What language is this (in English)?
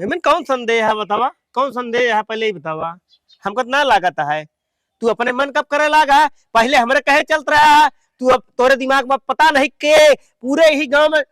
Awadhi